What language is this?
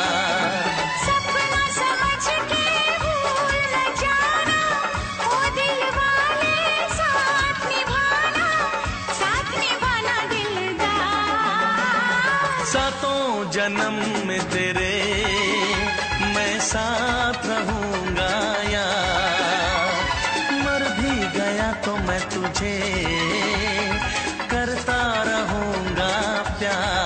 Hindi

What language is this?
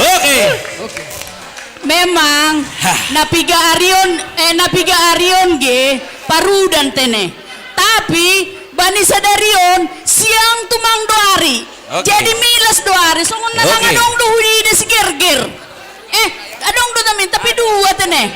Batak Simalungun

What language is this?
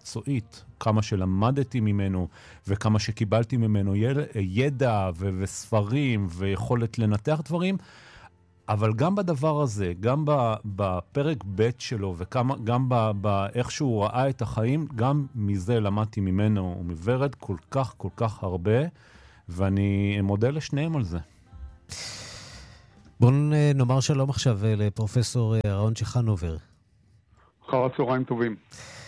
Hebrew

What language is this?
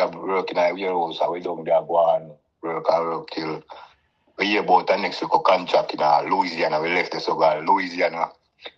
Jamaican Creole English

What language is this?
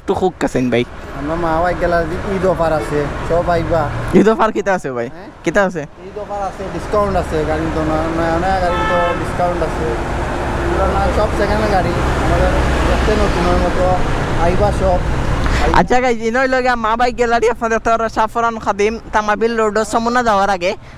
Sylheti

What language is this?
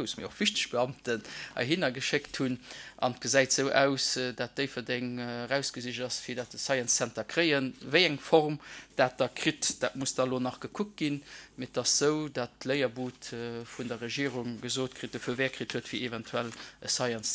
Luxembourgish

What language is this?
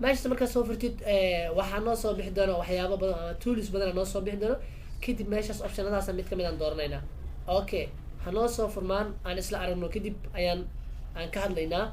Somali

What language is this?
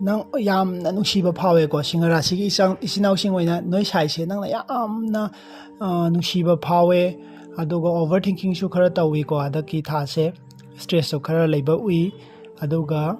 Manipuri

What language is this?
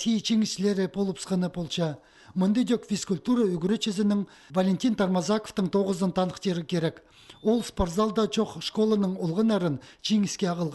Khakas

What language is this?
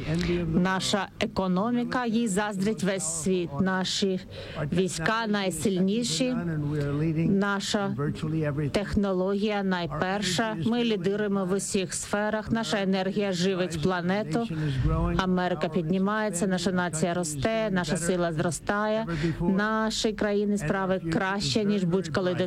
Ukrainian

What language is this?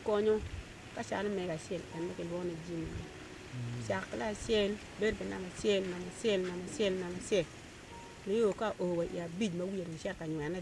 Acoli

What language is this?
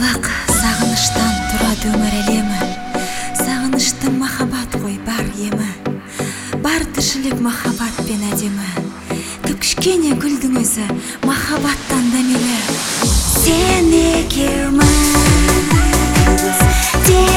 Kazakh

